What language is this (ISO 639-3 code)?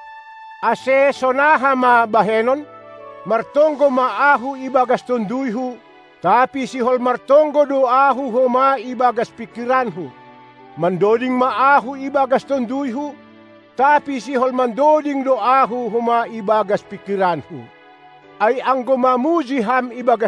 bts